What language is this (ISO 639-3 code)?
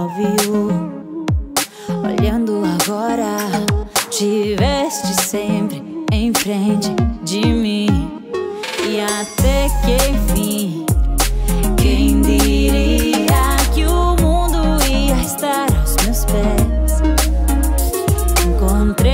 ben